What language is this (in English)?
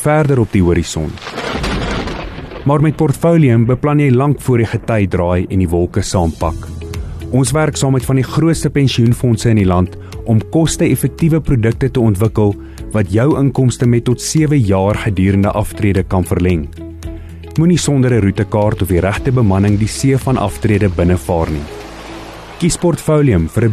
Afrikaans